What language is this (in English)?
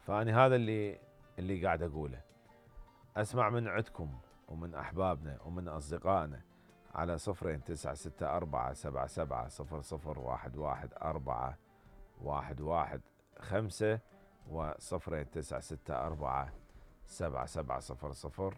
Mesopotamian Arabic